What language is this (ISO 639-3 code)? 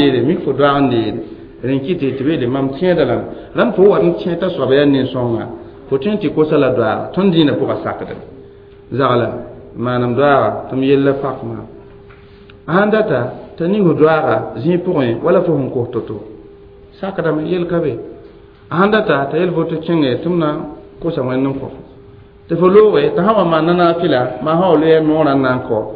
mos